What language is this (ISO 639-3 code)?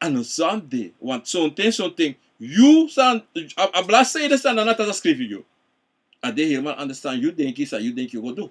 srn